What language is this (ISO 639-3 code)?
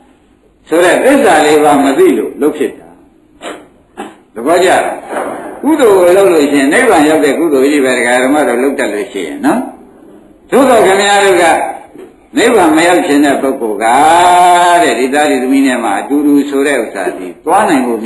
mya